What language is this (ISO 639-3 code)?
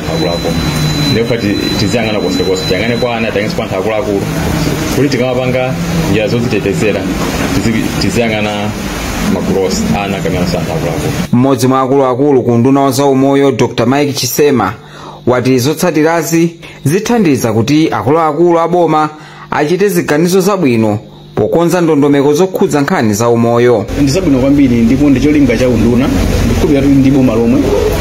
nya